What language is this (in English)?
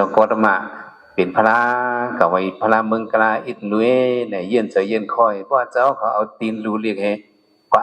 Shan